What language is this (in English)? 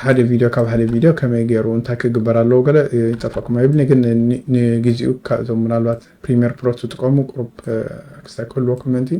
Tigrinya